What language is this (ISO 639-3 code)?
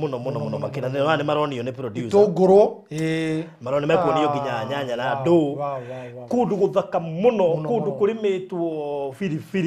kik